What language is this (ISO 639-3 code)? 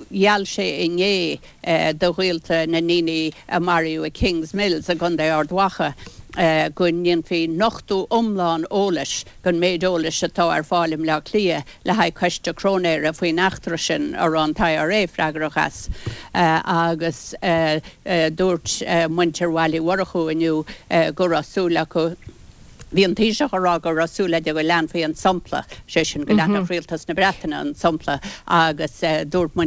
gle